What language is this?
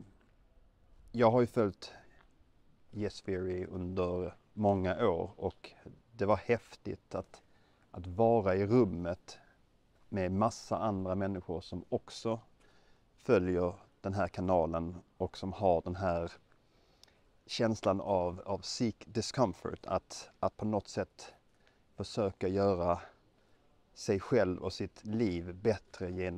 Swedish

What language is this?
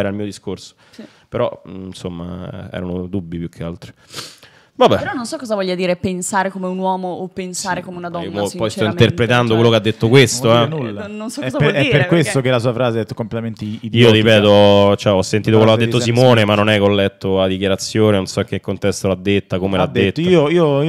Italian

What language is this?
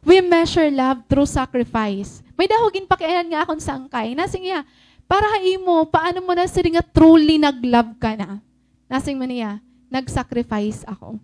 Waray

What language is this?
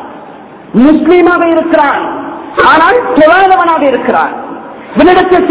Tamil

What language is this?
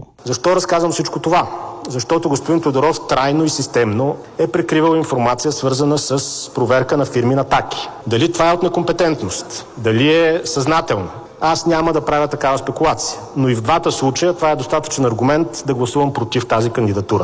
Bulgarian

